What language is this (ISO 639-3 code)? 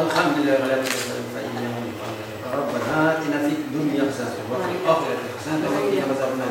bak